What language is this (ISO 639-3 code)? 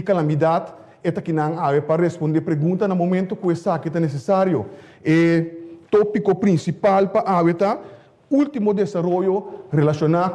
pap